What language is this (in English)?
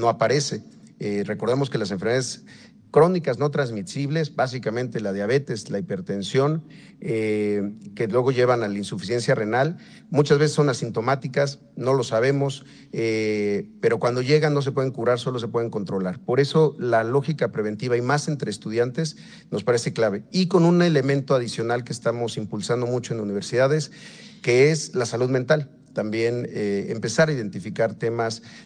Spanish